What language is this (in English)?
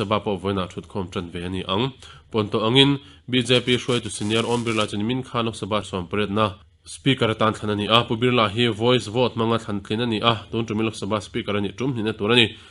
Mizo